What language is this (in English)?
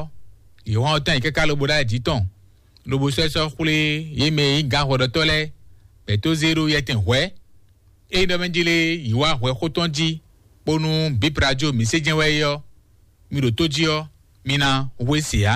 Fon